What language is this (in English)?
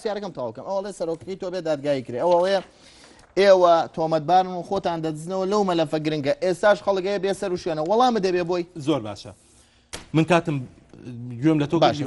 Central Kurdish